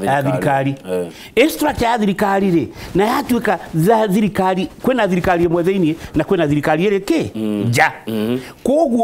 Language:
Kikuyu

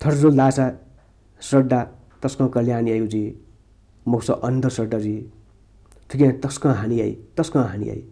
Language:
Newari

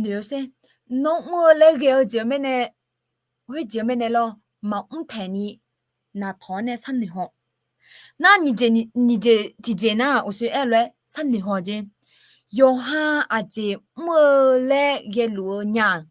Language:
Akha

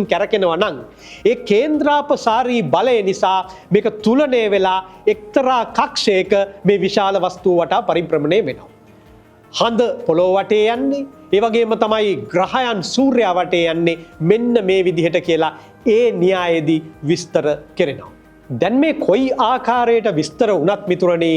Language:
Sinhala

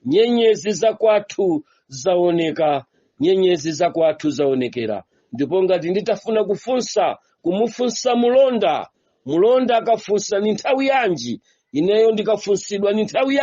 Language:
Nyanja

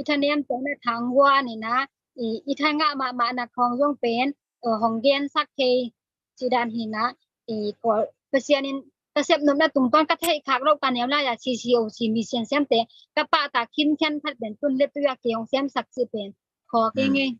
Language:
Tedim Chin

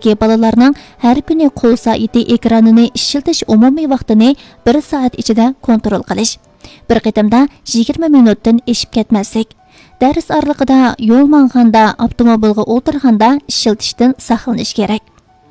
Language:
Uyghur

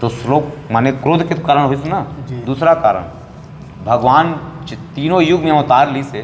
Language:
Chhattisgarhi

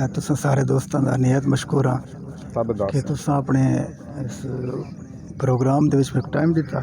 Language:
Saraiki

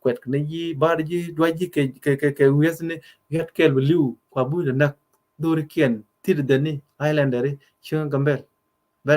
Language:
Nuer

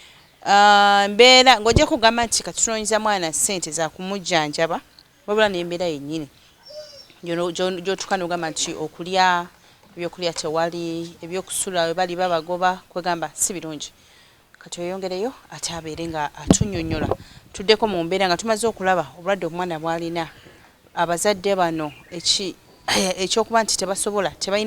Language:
Ganda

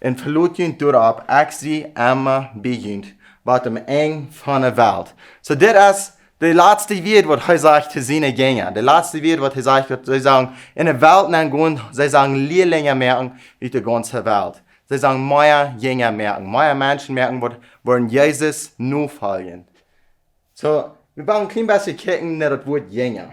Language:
Plautdietsch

